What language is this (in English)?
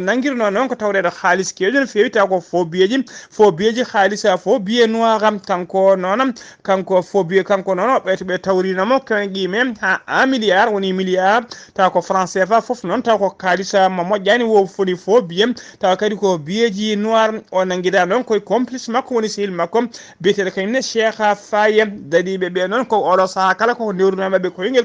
Fula